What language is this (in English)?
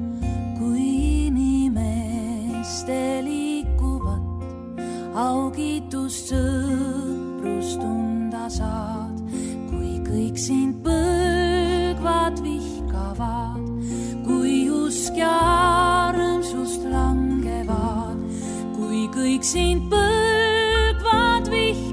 Estonian